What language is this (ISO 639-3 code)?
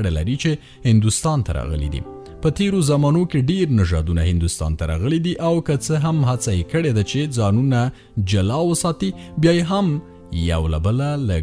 pus